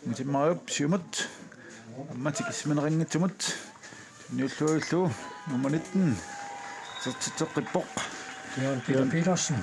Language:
Kalaallisut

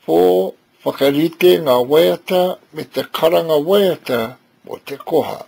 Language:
Māori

